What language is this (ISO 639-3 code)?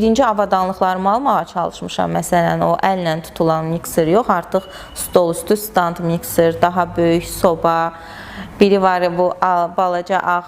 aze